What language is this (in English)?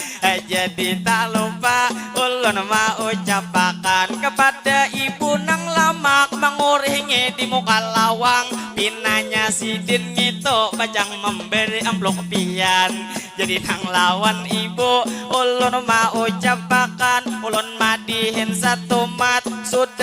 Banjar